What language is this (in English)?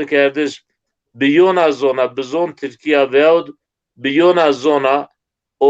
Zaza